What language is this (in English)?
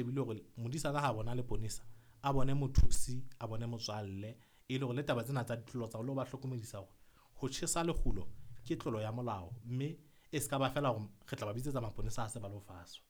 Southern Sotho